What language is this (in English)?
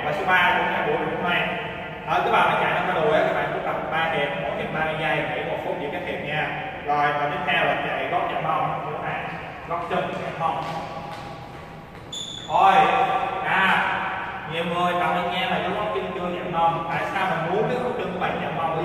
Vietnamese